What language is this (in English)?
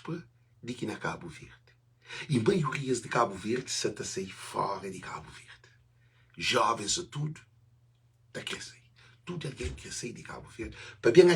Kabuverdianu